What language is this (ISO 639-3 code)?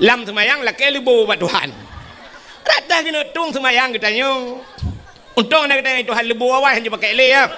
ace